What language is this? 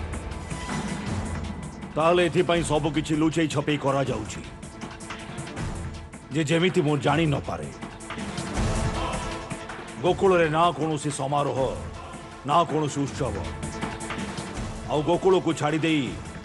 Odia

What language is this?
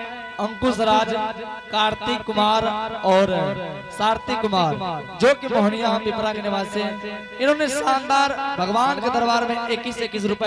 Angika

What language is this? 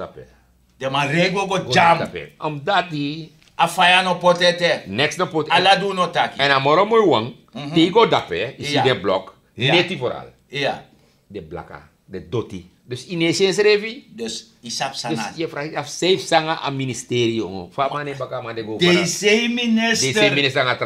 Sranan Tongo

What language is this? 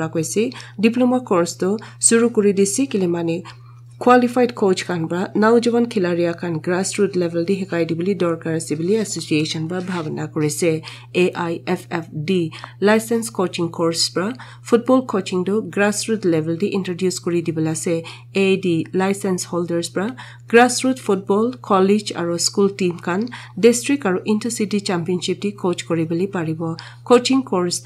Naga Pidgin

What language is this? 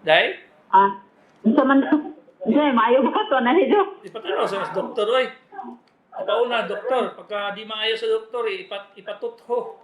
Cebuano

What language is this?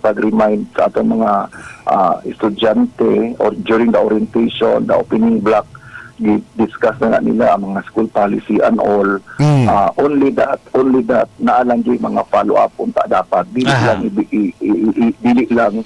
Cebuano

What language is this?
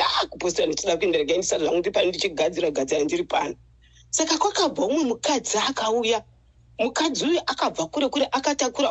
Shona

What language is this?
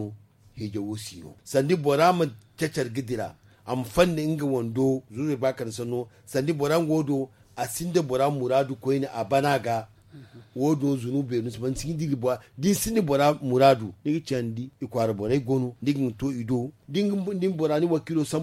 Zarma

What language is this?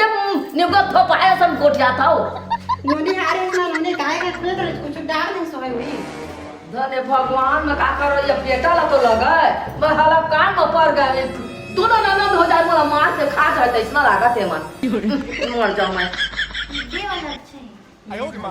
Chhattisgarhi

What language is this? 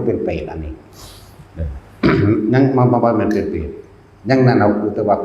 Northeastern Thai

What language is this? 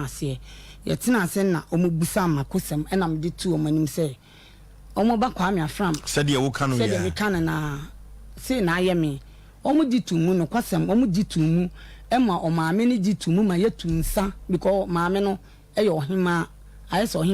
Akan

